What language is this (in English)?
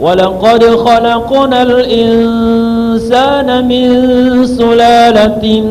Maranao